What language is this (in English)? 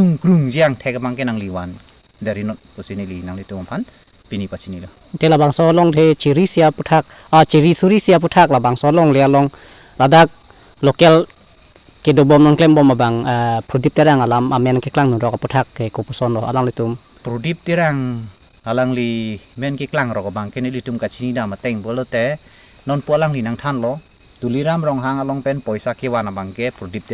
Karbi